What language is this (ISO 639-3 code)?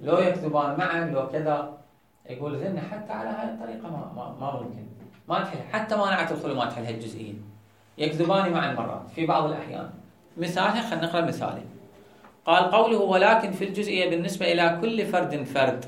acm